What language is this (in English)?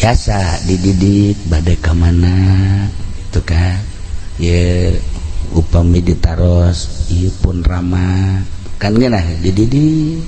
Sundanese